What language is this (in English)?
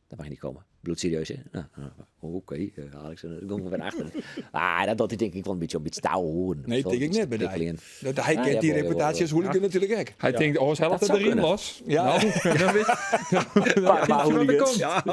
Western Frisian